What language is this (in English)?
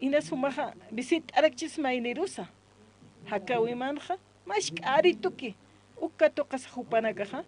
Aymara